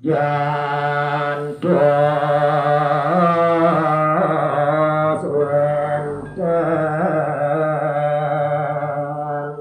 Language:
Balinese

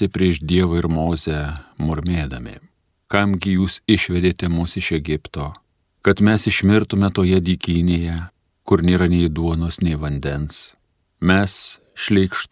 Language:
Lithuanian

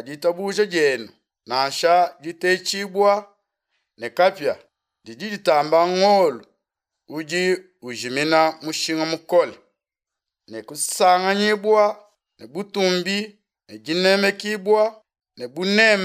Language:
Luba-Lulua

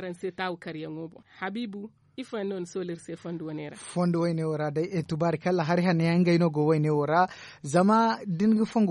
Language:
Zarma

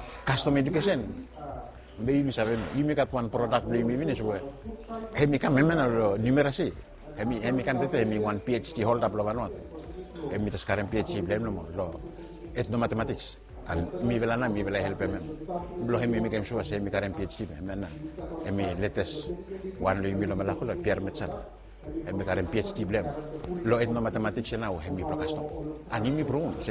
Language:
Bislama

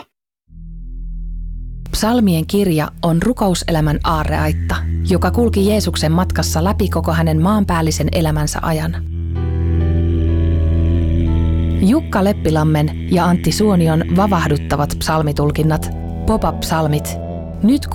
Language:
Finnish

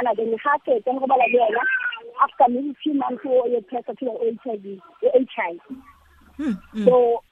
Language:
Tswana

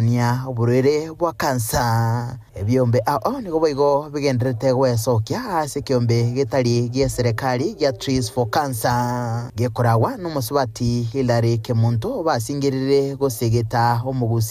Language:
Gusii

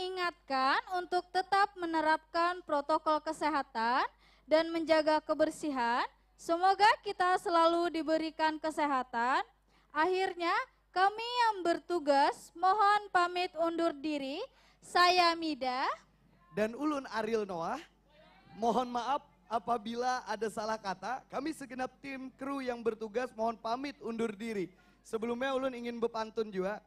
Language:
Banjar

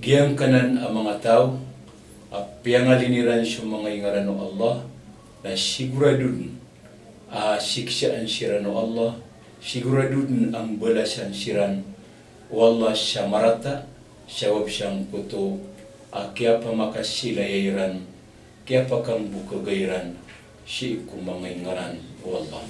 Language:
Maranao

